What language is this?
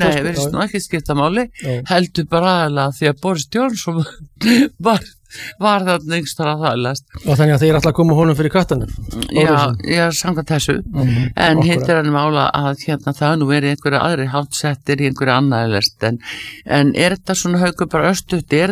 Icelandic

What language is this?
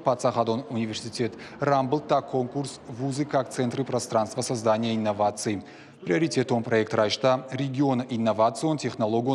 Ossetic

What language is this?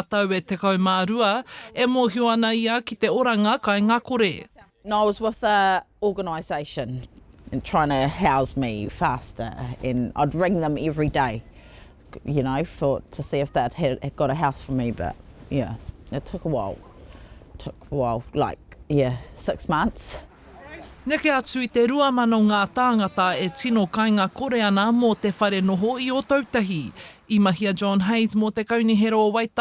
Māori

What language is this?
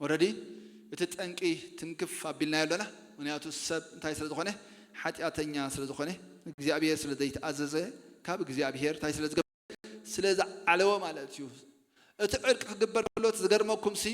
Tigrinya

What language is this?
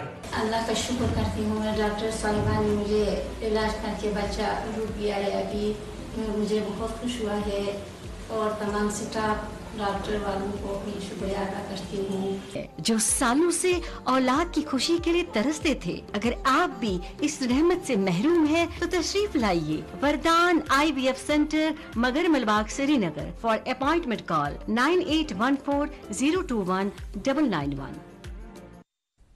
Urdu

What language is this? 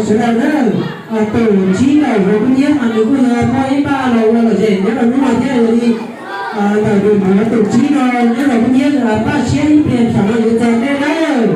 Hmong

